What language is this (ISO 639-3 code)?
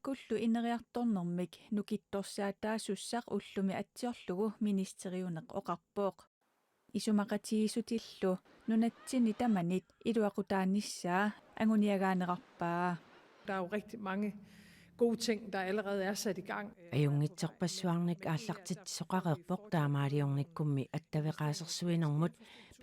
kal